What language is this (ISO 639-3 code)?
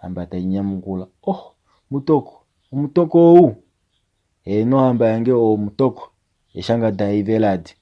kua